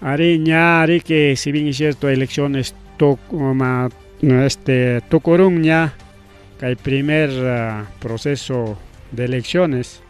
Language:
Ayacucho Quechua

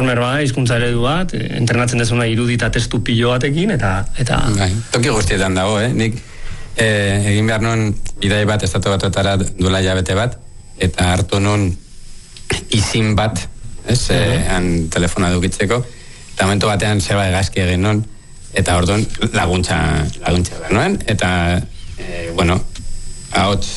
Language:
Basque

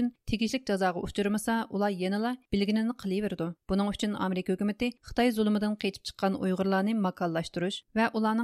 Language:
Uyghur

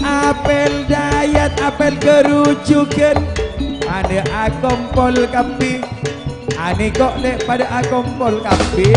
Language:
Madurese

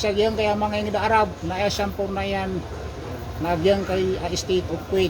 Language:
Maranao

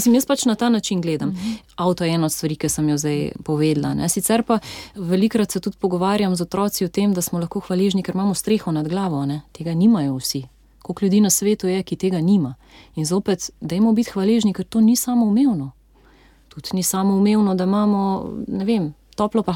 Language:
Slovenian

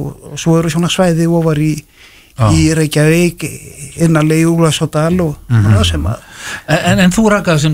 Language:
Icelandic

